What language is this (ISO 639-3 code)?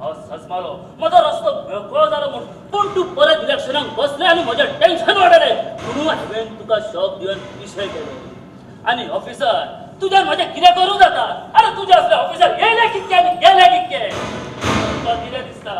kok